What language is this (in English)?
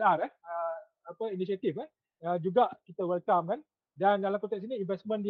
Malay